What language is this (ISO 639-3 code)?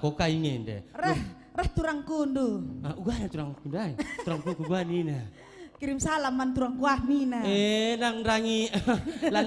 btx